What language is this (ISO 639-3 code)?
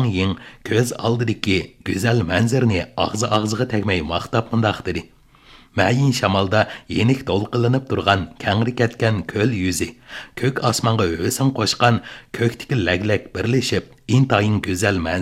uig